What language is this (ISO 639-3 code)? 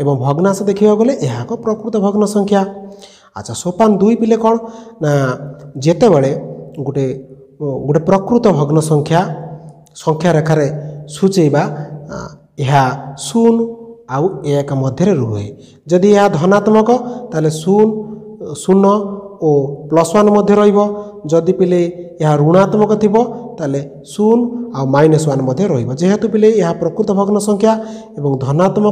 ori